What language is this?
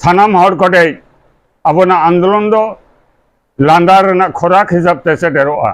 Santali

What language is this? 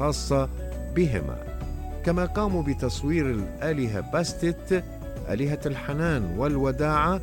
Arabic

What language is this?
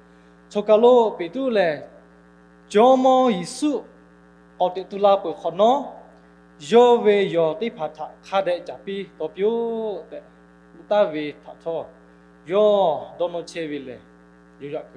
Lahu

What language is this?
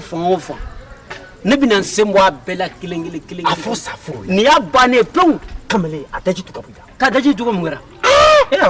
Bambara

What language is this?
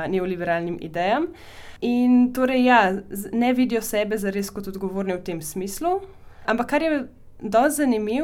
Slovenian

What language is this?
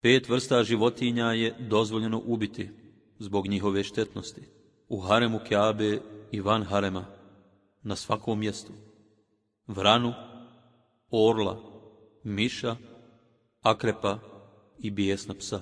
Bosnian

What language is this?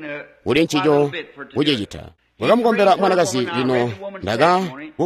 Tonga (Zambia)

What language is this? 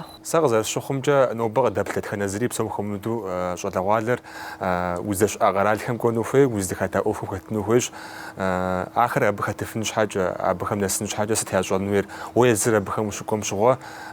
Kabardian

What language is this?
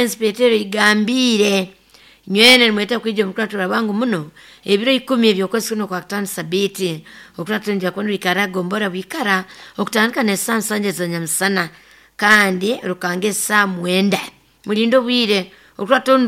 Nyoro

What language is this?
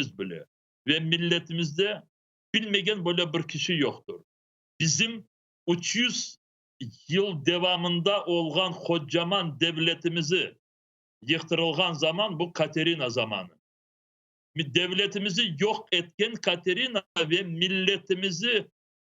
Crimean Tatar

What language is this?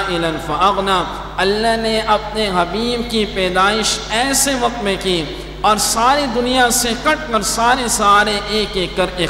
Urdu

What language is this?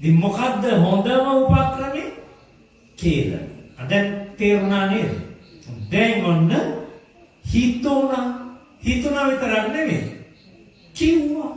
Sinhala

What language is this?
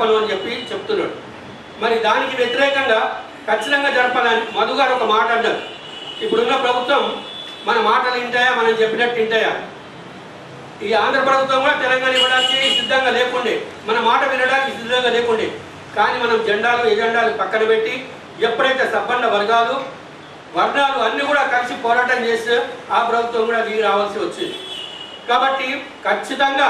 Telugu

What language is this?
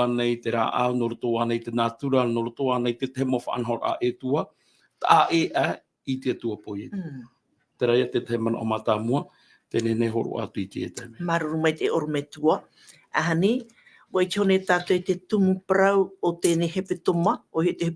Tahitian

